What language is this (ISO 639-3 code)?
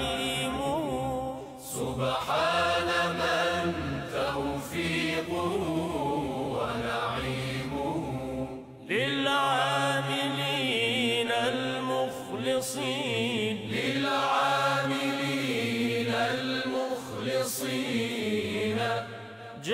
fas